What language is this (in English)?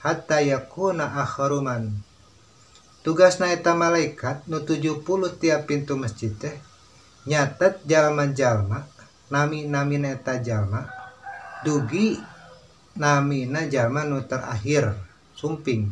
Sundanese